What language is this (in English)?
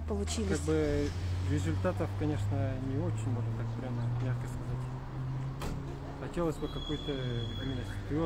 Russian